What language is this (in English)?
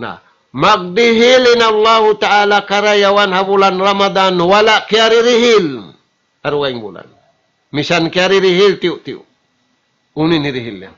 Tausug